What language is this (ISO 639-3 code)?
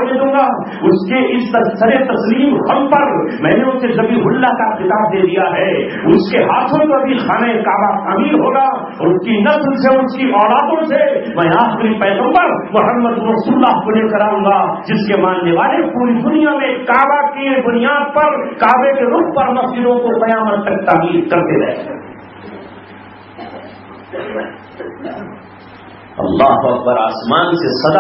urd